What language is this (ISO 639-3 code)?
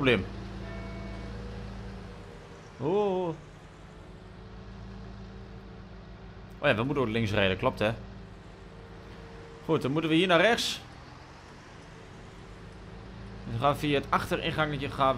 nld